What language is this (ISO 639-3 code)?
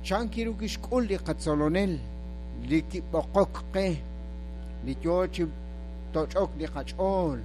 kek